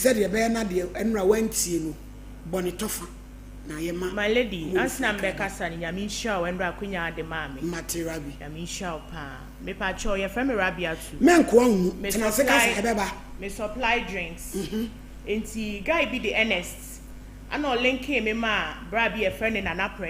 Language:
Akan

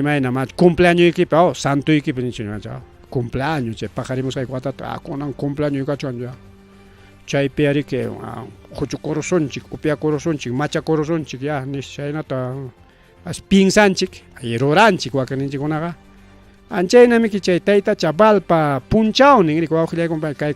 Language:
Ayacucho Quechua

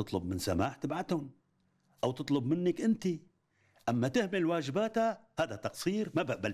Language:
North Levantine Arabic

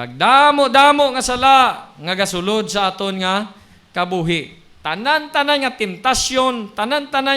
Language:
Hiligaynon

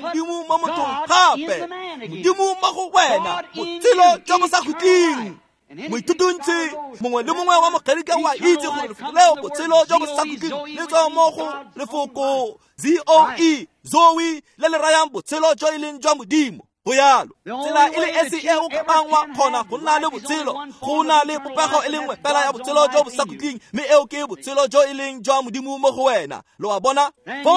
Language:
Tswana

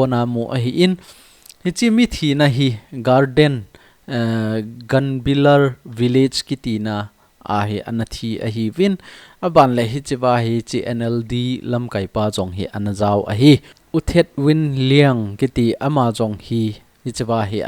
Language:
Thado Chin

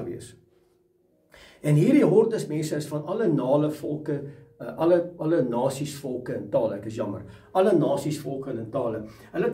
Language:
Afrikaans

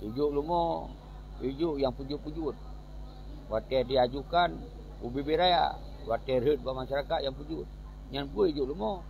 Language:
Achinese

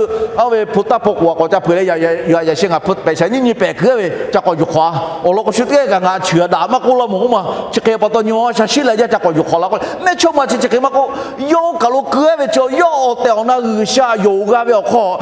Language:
Lahu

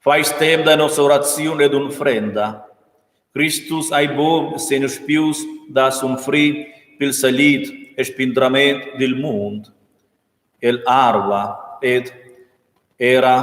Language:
Romansh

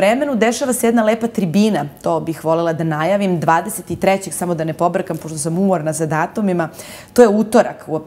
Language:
Serbian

